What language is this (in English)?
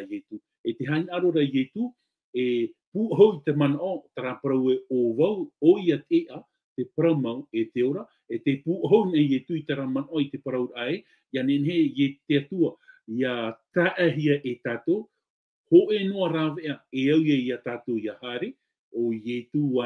Tahitian